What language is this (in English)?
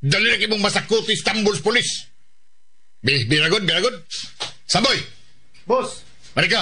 Cebuano